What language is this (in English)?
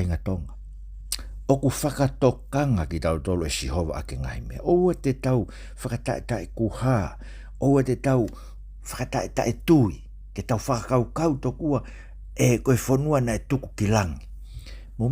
Tongan